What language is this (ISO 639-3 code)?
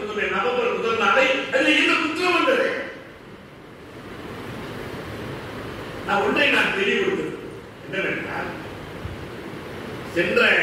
tam